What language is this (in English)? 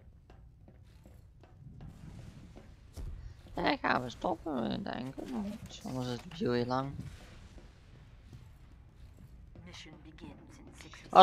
Dutch